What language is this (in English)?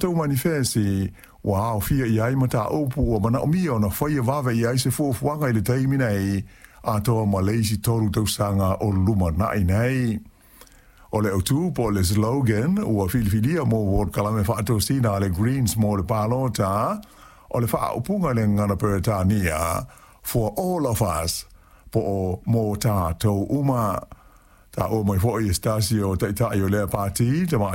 Samoan